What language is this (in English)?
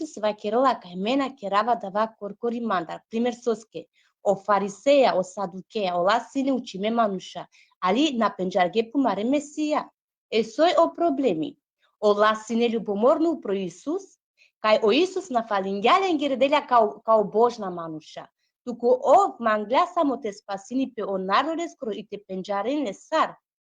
Balkan Romani